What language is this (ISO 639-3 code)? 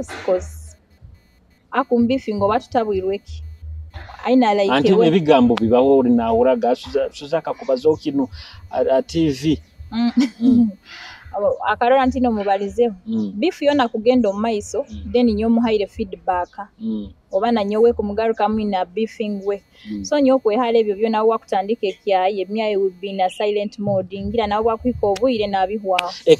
nyo